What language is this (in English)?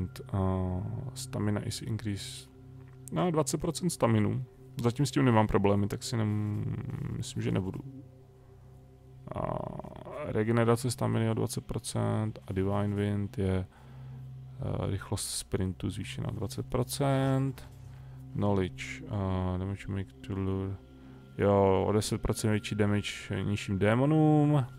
Czech